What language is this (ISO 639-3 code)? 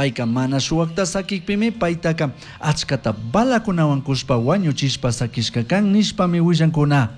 qug